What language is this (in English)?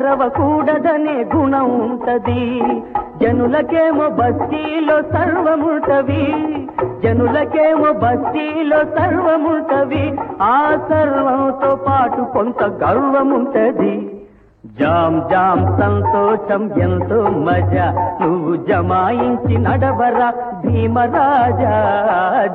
Telugu